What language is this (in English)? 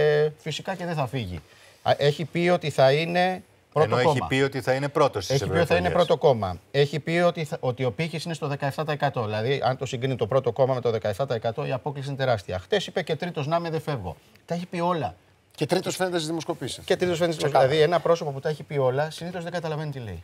Greek